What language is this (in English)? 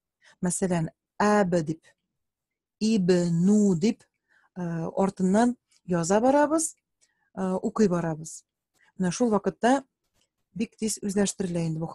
Tatar